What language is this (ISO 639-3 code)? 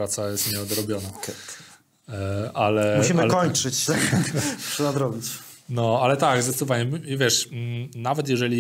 pol